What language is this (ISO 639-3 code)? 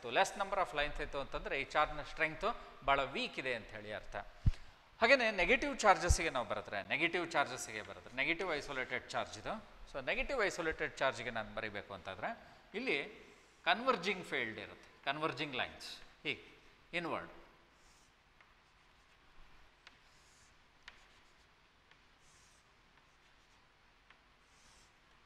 kan